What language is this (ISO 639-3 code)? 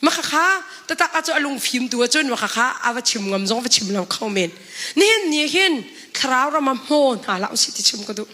cnh